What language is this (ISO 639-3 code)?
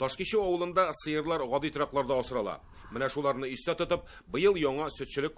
tat